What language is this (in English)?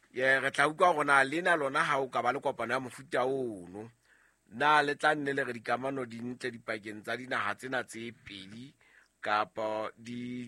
Southern Sotho